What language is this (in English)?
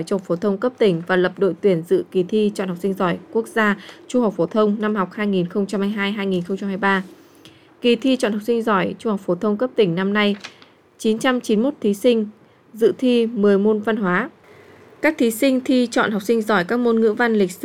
Vietnamese